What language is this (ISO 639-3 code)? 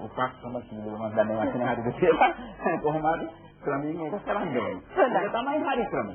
sin